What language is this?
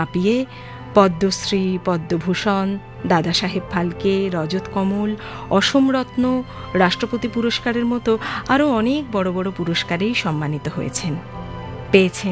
Bangla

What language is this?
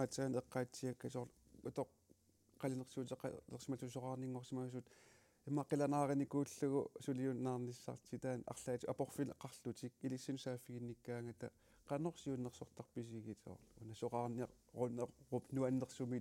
Kalaallisut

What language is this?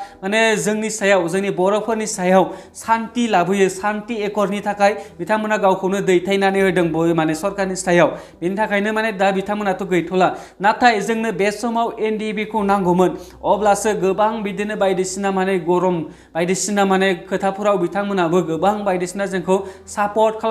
Bodo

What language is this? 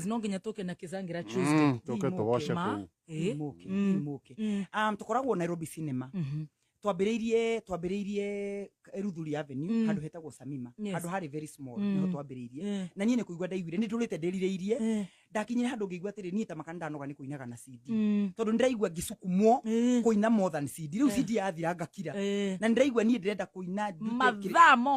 Kikuyu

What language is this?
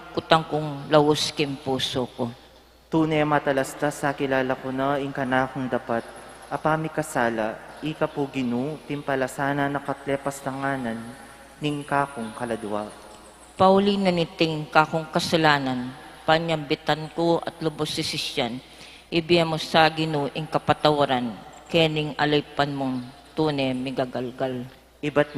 Pampanga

